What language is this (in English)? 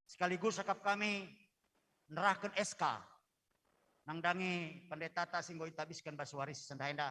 Batak Karo